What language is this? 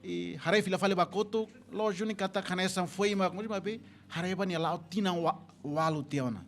Tetum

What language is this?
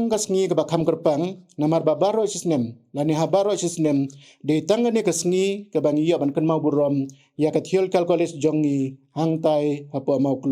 Khasi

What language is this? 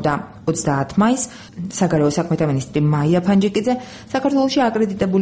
Georgian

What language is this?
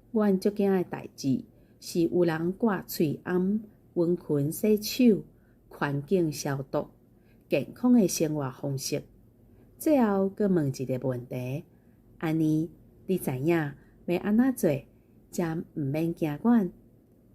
Min Nan Chinese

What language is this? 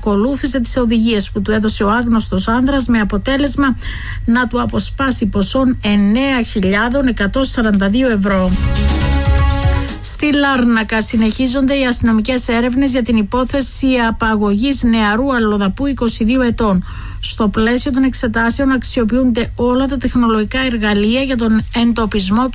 Greek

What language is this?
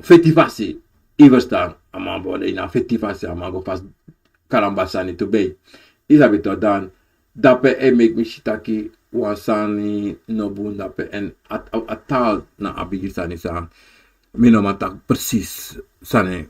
Sranan Tongo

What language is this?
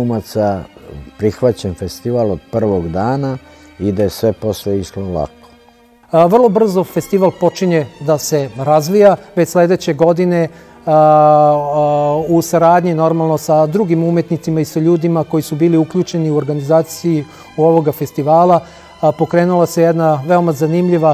Serbian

